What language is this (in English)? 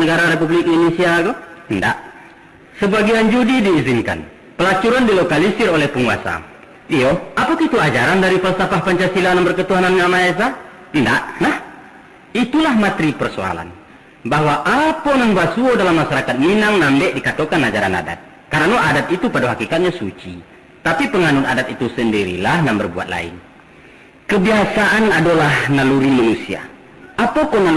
Minangkabau